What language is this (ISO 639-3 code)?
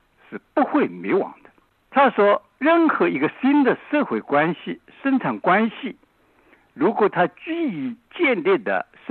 zho